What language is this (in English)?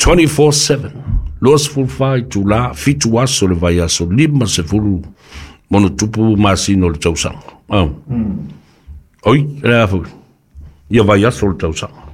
Samoan